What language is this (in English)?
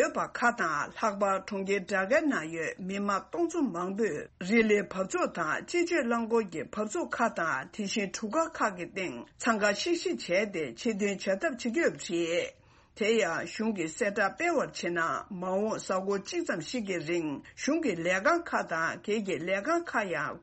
Tibetan